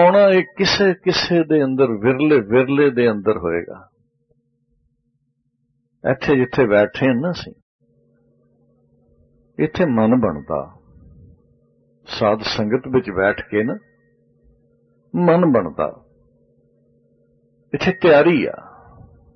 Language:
Punjabi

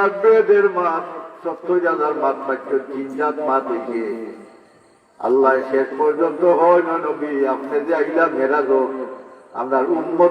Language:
Sylheti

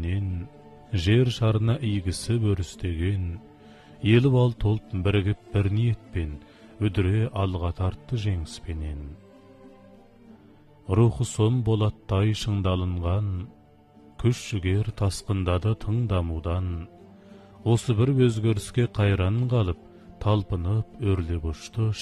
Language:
Kazakh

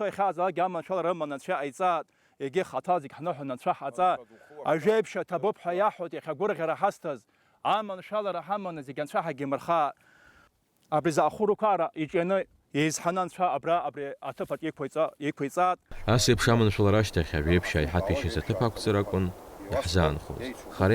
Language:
Abkhazian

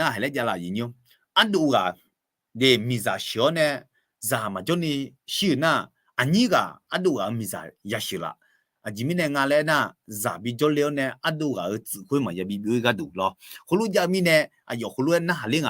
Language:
Akha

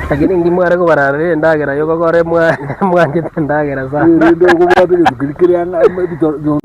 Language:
Gusii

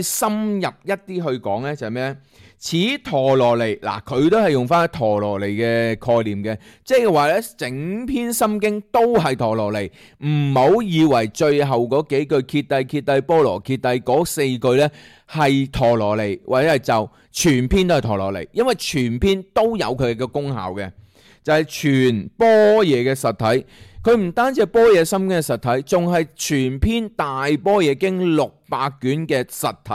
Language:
Cantonese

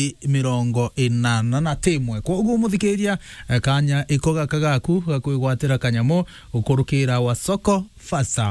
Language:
Meru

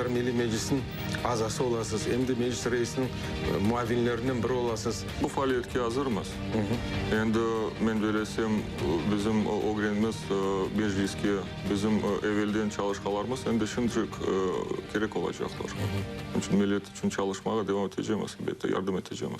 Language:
Crimean Tatar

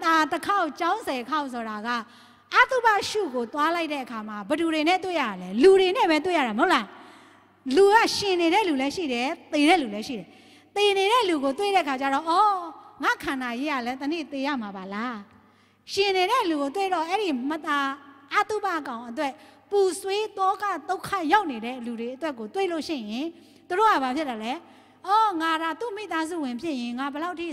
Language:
Burmese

